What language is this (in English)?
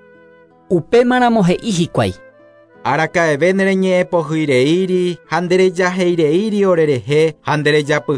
Guarani